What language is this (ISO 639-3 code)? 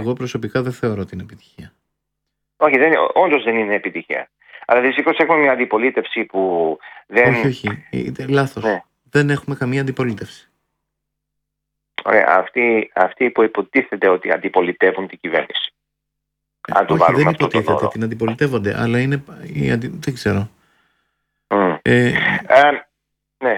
ell